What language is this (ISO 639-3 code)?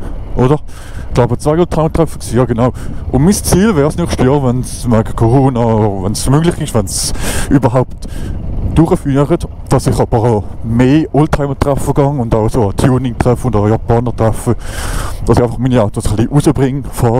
gsw